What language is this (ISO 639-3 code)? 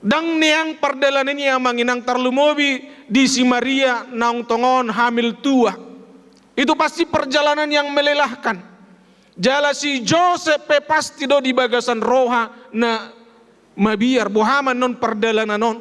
bbc